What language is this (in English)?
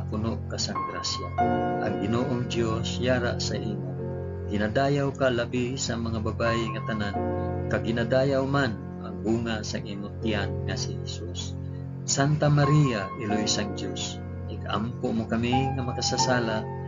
Hiligaynon